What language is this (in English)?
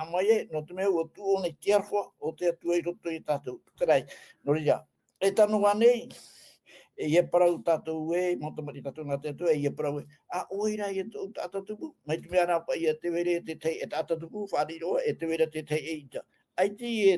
Tahitian